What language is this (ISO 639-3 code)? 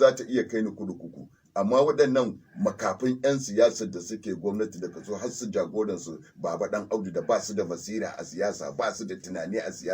hau